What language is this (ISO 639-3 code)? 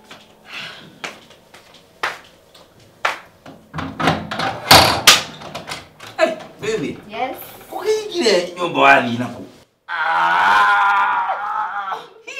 kik